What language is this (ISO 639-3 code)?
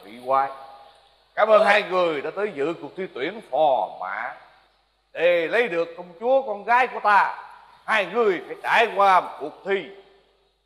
vie